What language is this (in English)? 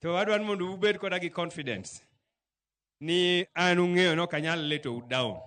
Luo (Kenya and Tanzania)